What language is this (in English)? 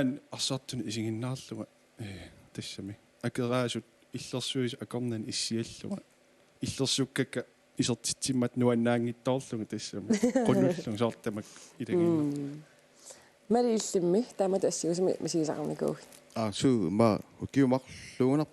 Kalaallisut